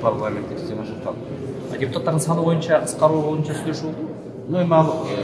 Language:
Kyrgyz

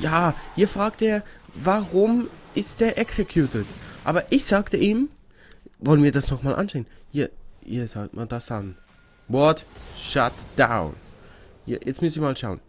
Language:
Swiss German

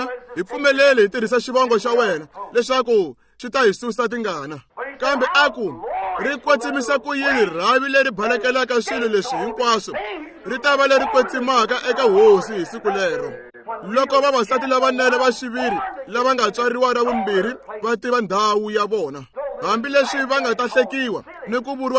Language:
Tsonga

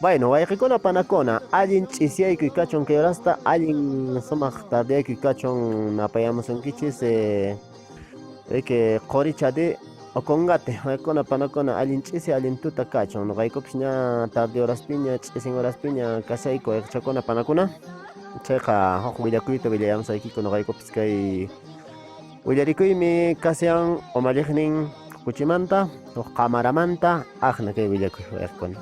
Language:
Quechua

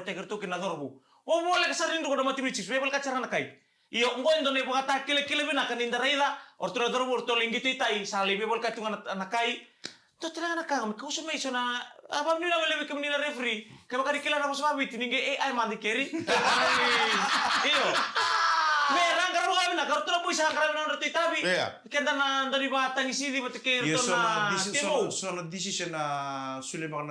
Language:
Fijian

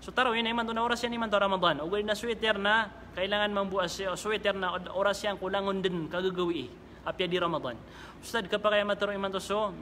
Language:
Maranao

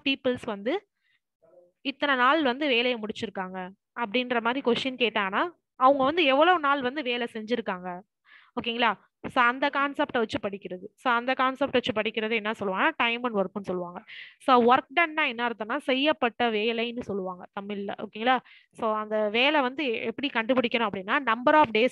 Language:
Tamil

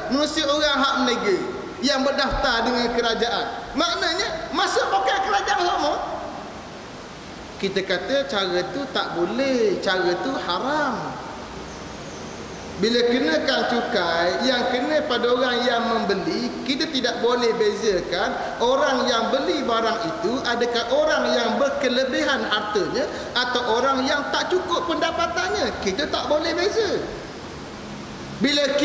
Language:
Malay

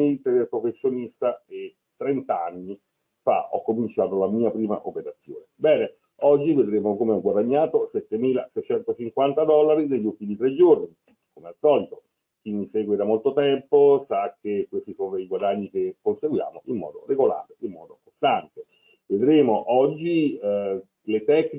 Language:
Italian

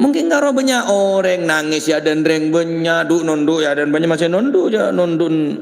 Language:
Madurese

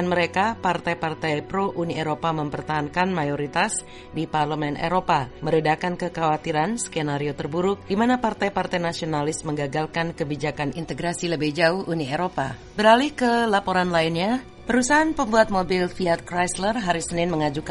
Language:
Indonesian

